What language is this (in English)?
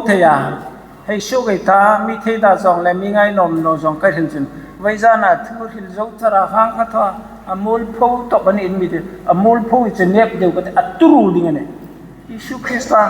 Hmar